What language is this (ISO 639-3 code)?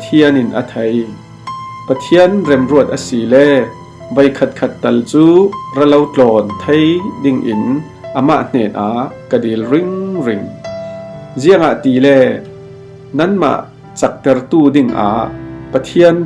cfm